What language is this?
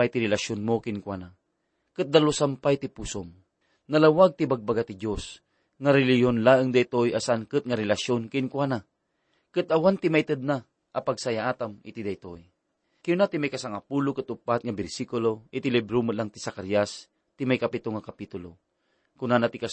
Iloko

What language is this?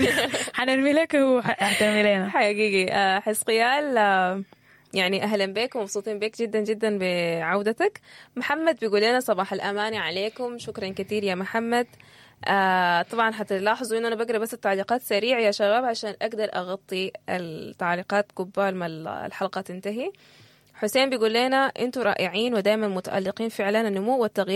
Sudanese Arabic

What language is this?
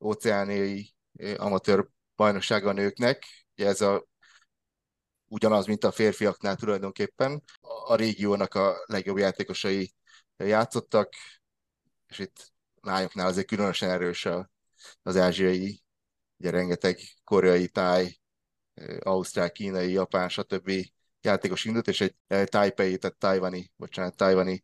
Hungarian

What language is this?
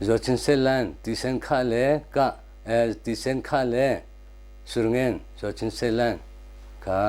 Hakha Chin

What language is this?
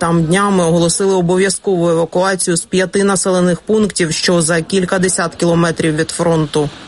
Ukrainian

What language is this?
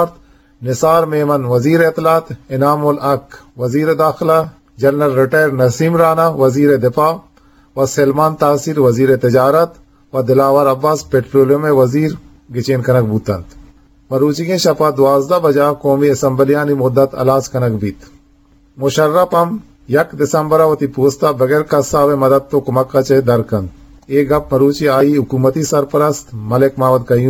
Eastern Balochi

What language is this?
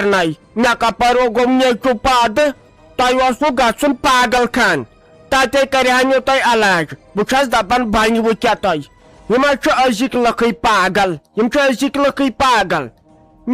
Kashmiri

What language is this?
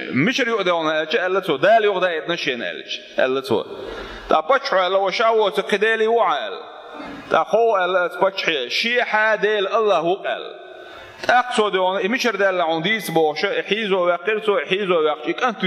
Chechen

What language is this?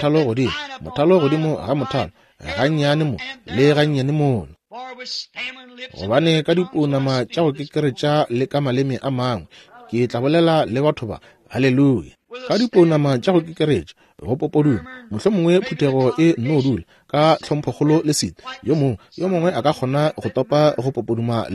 Northern Sotho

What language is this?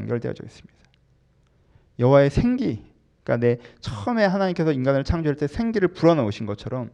Korean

